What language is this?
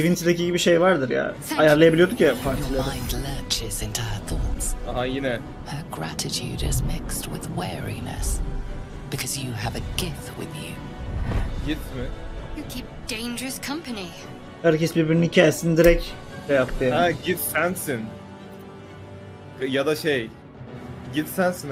Turkish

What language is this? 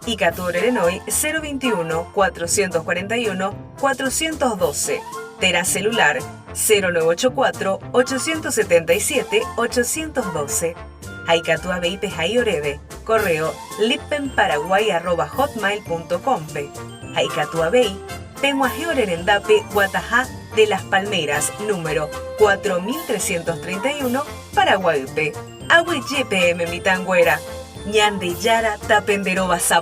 Guarani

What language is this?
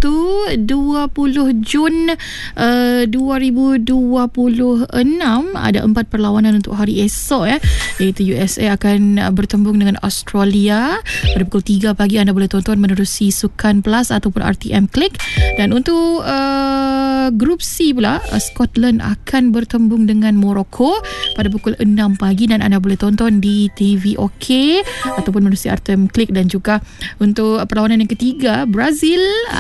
Malay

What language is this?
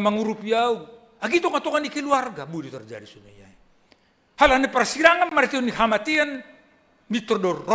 Batak Simalungun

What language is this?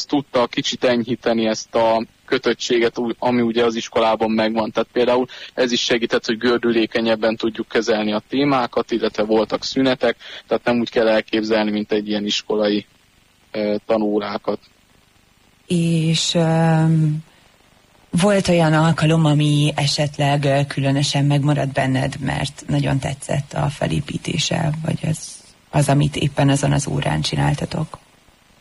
Hungarian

